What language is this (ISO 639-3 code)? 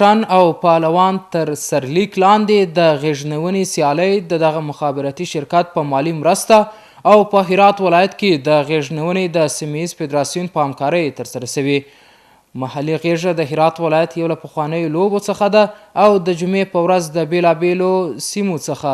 pus